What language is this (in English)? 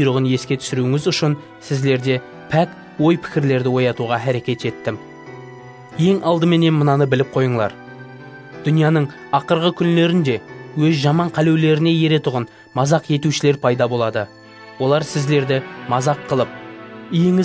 Kara-Kalpak